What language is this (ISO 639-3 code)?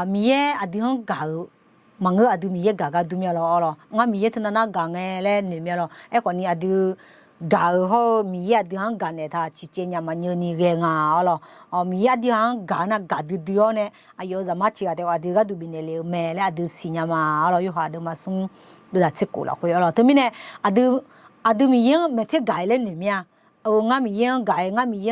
ahk